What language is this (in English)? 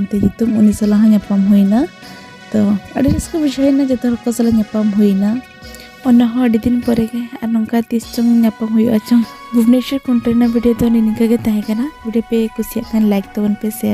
Santali